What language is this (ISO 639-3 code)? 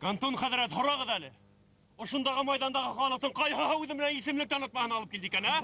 bak